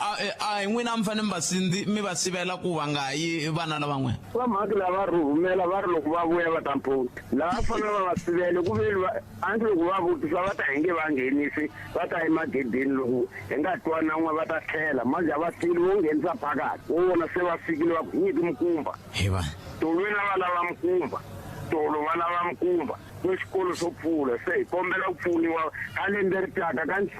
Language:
Tsonga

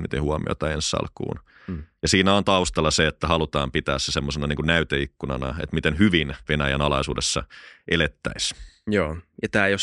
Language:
Finnish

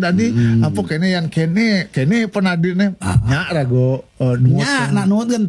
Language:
Balinese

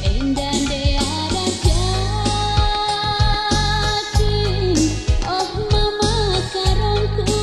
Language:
Batak Karo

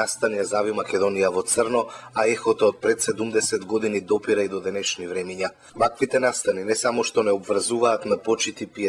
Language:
Macedonian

